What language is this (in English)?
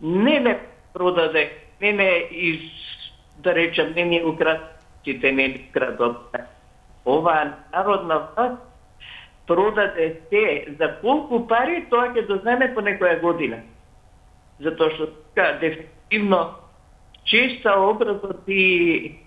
Macedonian